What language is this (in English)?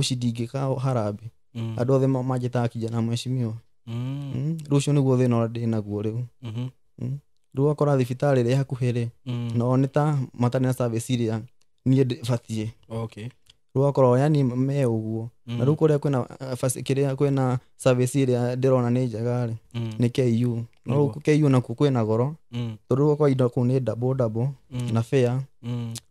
Kikuyu